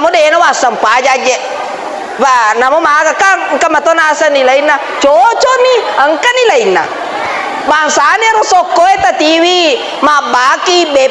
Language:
Buginese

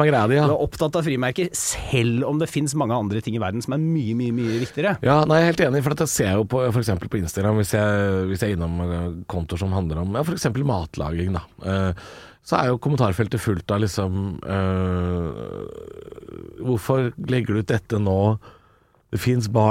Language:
Norwegian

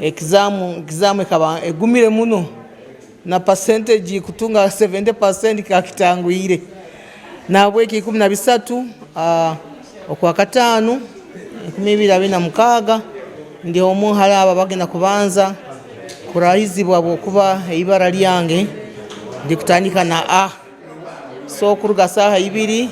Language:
Nyankole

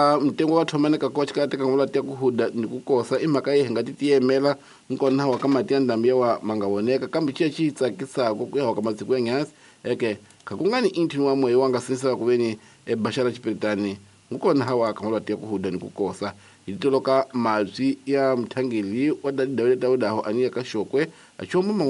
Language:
Tsonga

